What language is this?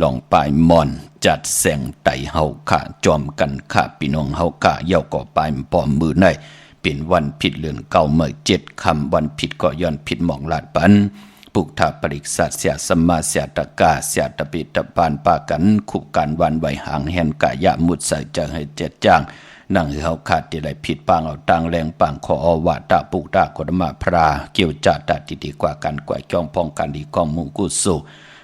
Shan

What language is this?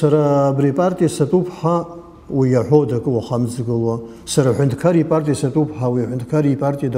Abkhazian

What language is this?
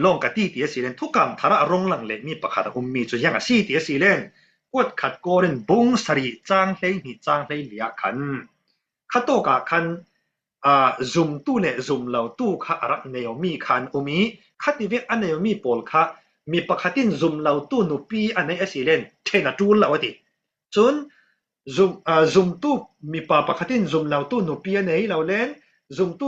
Falam Chin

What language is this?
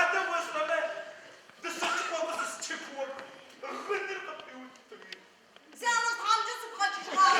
Adyghe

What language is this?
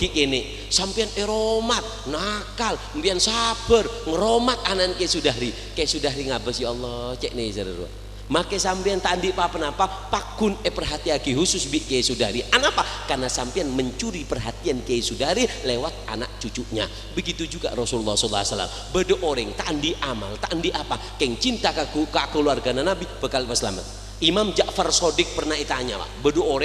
Madurese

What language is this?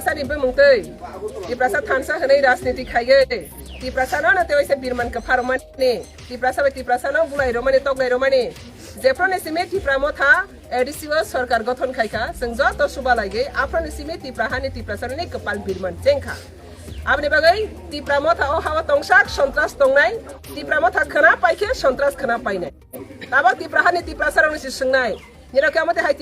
Kok Borok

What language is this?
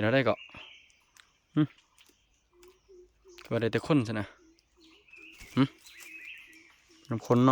Lao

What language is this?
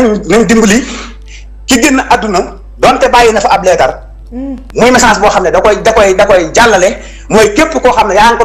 Wolof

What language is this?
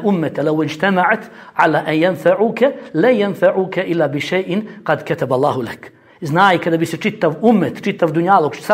Bosnian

